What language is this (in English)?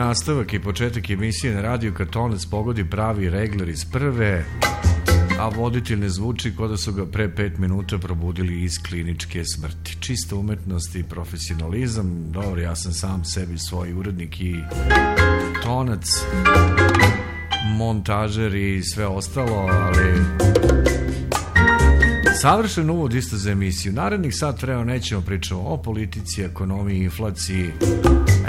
Serbian